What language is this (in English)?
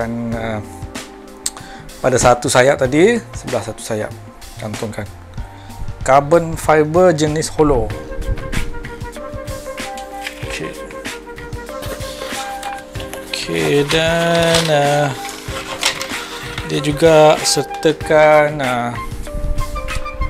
Malay